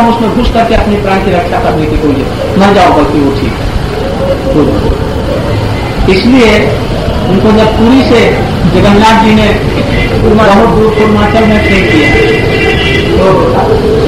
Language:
Hindi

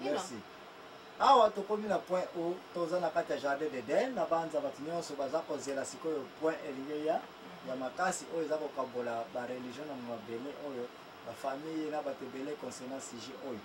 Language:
Lingala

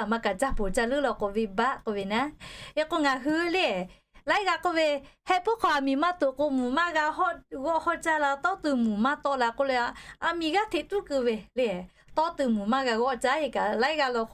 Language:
Lahu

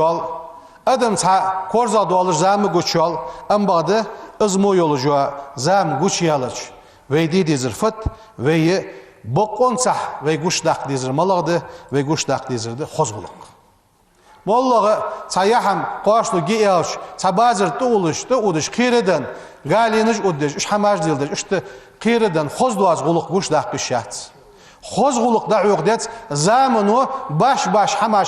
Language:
Ingush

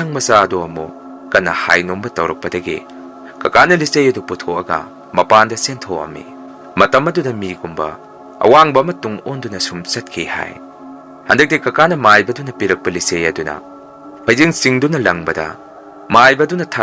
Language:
Manipuri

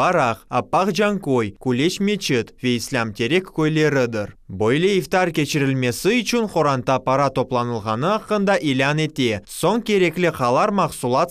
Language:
Crimean Tatar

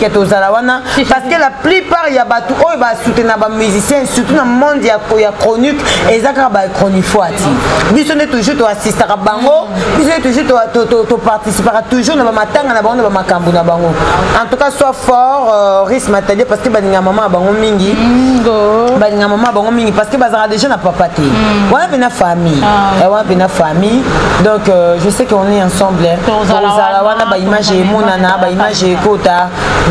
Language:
Lingala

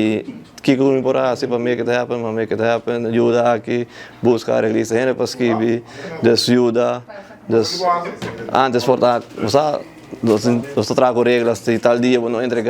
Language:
Papiamento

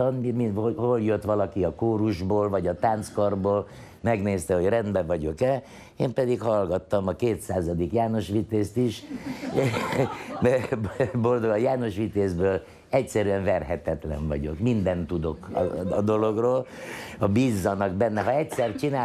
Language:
Hungarian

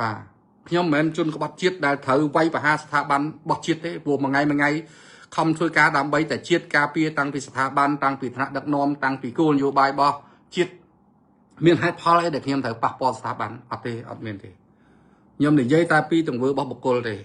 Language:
Khmer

